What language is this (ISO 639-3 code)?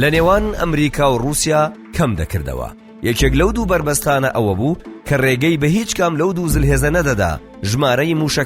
ckb